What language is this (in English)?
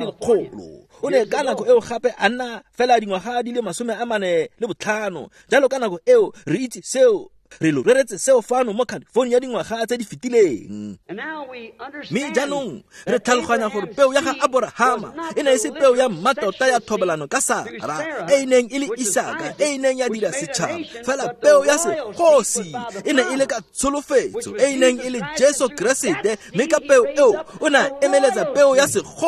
Tswana